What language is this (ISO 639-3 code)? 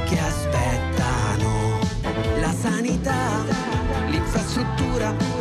ita